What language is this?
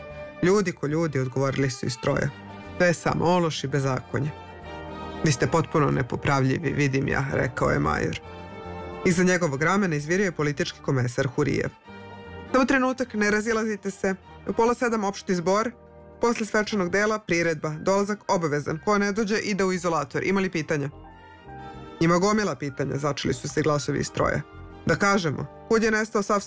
Serbian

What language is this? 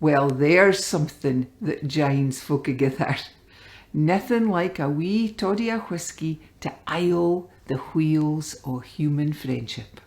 Scots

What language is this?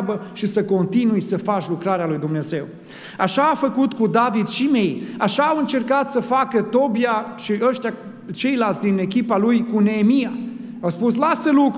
Romanian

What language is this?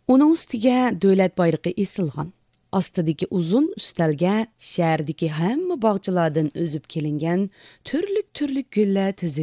Uyghur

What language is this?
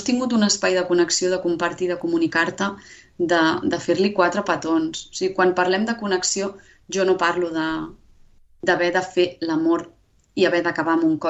Catalan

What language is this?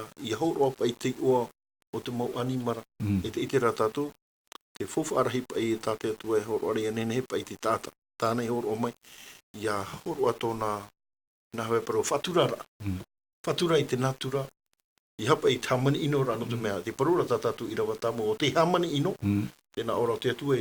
Tahitian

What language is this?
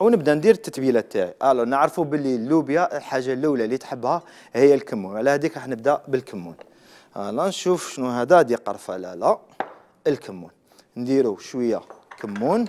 Algerian Arabic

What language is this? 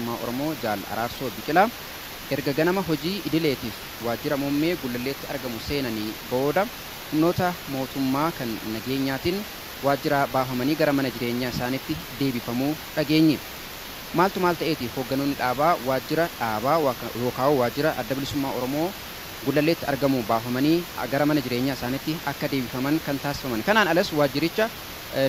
Oromo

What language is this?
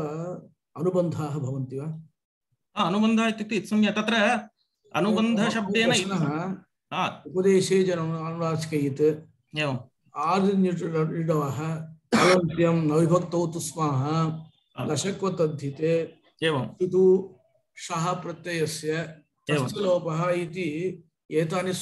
Sanskrit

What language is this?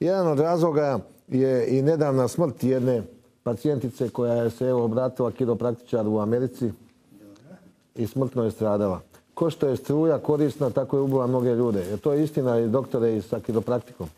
Croatian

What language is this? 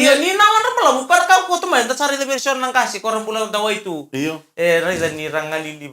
Fijian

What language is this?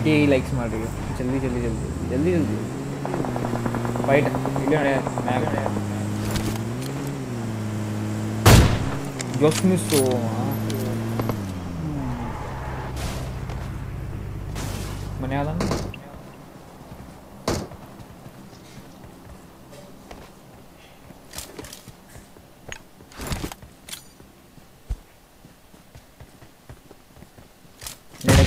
Kannada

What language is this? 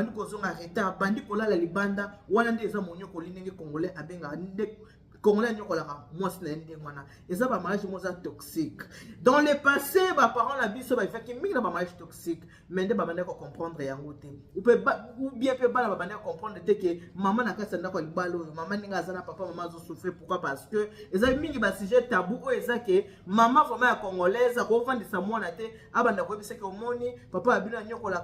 Lingala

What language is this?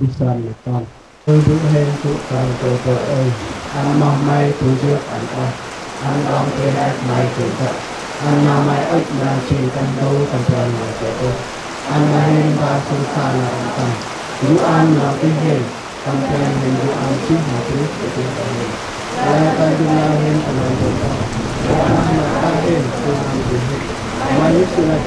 Central Mnong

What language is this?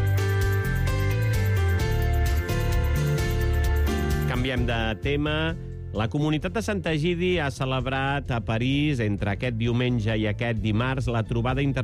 Catalan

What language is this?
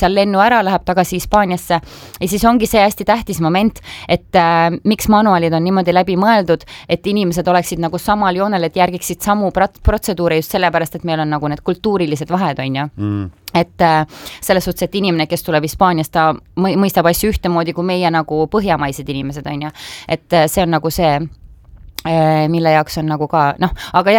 Estonian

